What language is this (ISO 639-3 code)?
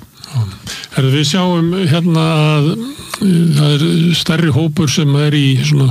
isl